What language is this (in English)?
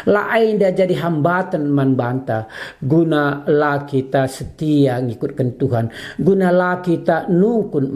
Batak Karo